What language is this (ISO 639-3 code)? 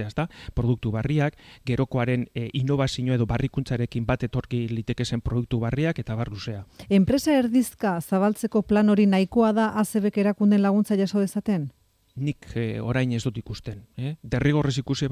eus